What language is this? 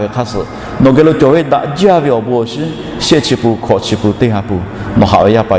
Lahu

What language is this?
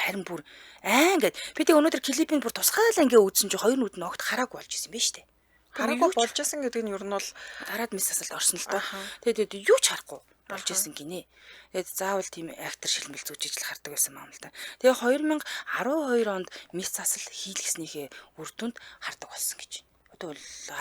Mongolian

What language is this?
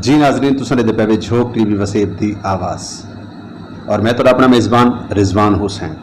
Saraiki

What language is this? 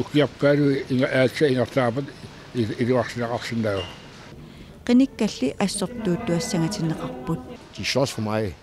Kalaallisut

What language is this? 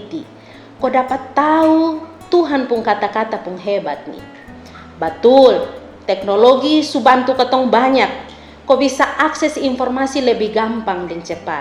Kupang Malay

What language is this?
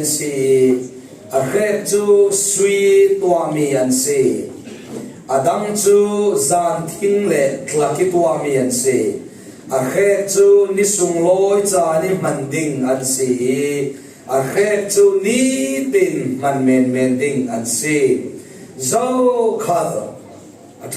Falam Chin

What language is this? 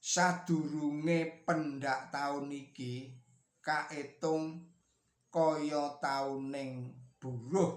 Javanese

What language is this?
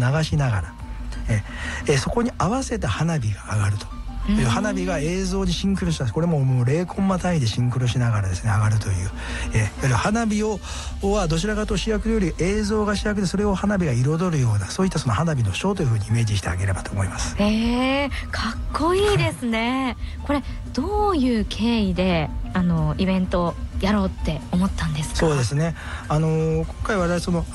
Japanese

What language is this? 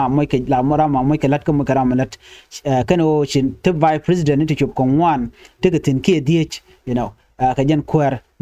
Nuer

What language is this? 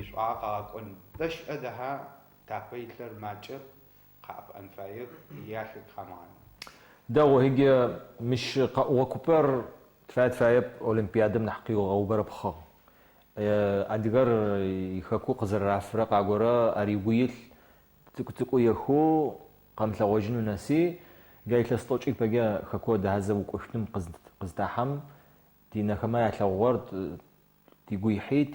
Adyghe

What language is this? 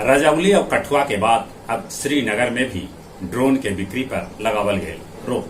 Magahi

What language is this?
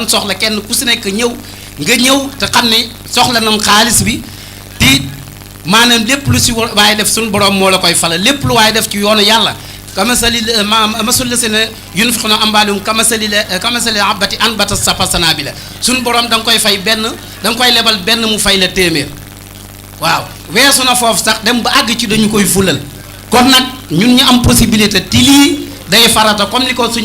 Wolof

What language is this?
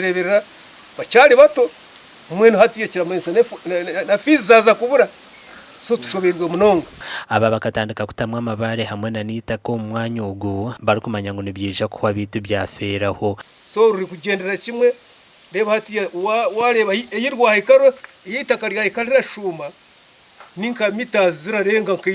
Nyankole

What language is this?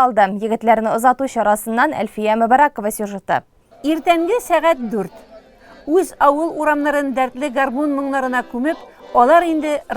Tatar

